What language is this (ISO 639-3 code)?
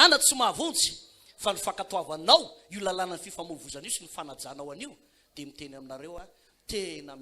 mlg